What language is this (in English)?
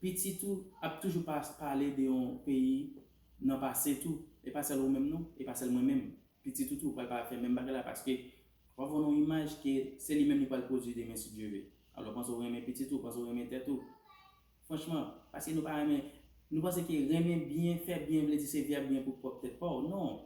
Haitian Creole